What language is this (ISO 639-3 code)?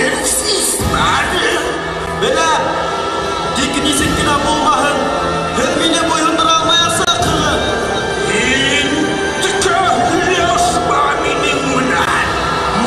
bak